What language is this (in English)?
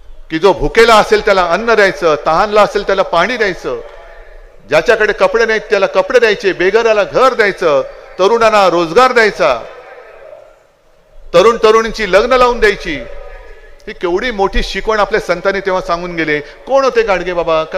Marathi